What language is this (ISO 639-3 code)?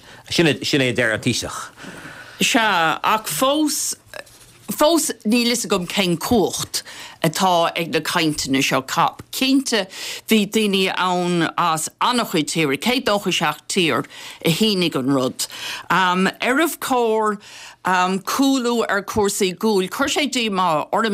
gle